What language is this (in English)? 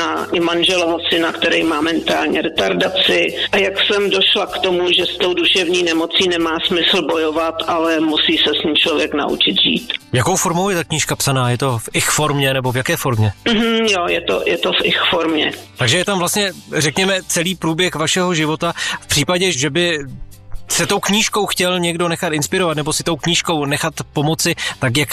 Czech